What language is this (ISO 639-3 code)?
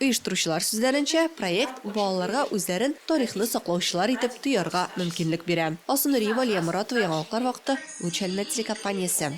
tat